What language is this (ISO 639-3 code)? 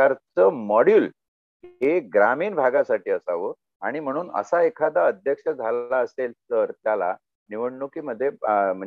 mar